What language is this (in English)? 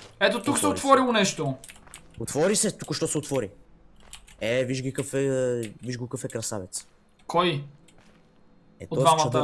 Bulgarian